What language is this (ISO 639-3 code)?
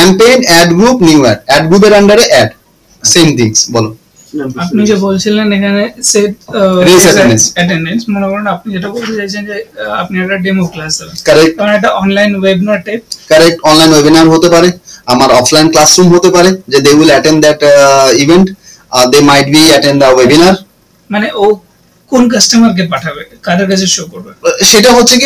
ben